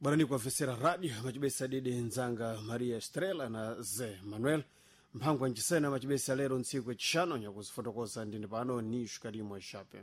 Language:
Sena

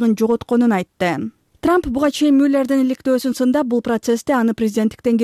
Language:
Kyrgyz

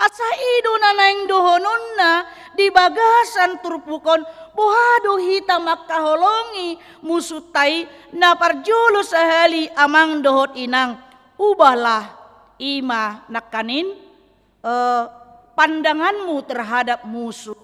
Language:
Batak Toba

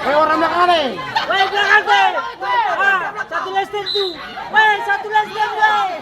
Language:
Ambonese Malay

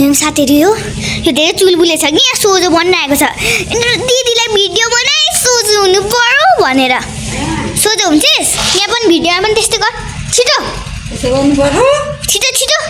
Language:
Nepali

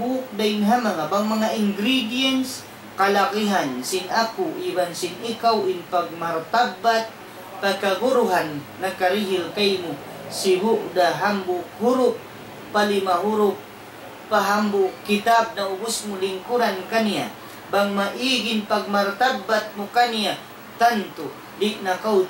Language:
Tausug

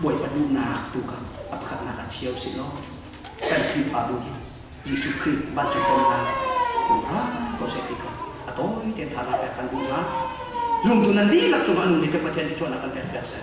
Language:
Hakha Chin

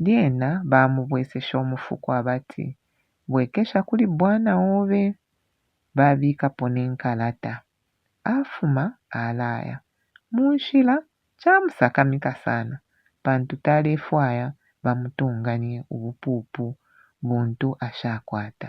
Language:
Bemba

